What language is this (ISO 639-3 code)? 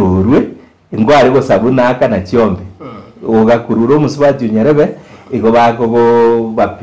guz